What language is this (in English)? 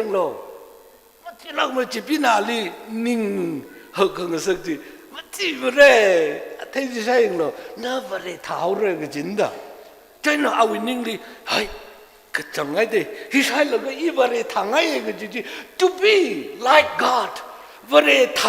Tangkhul Naga (India)